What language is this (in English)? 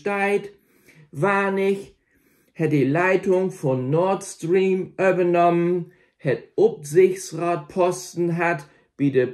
Low German